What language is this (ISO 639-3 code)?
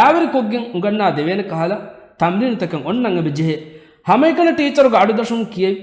div